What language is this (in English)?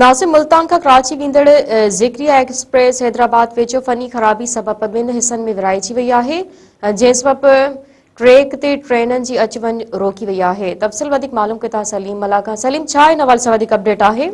Sindhi